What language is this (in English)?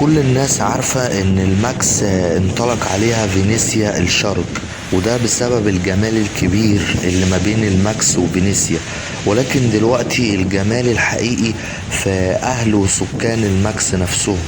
Egyptian Arabic